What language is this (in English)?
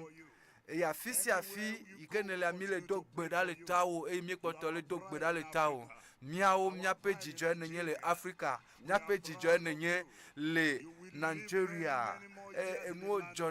Ewe